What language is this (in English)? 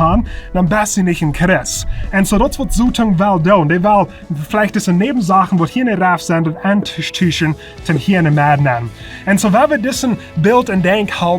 Plautdietsch